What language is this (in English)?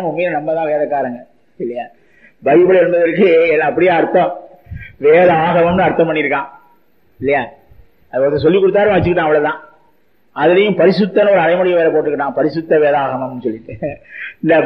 Tamil